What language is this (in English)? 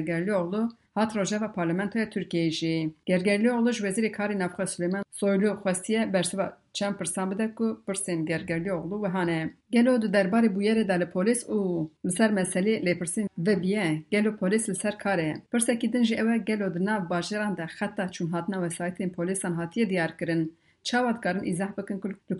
Kurdish